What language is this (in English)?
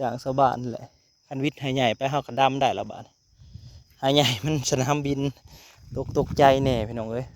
Northeastern Thai